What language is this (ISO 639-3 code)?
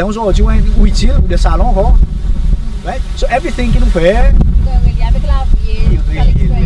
crs